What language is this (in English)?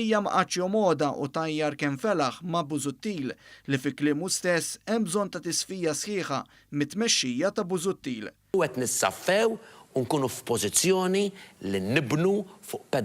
Maltese